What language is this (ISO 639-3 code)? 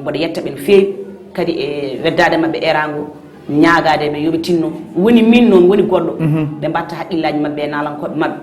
ful